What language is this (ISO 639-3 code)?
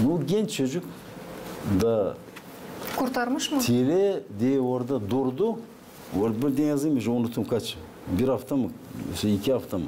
gag